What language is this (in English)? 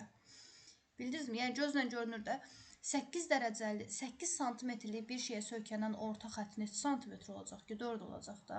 Azerbaijani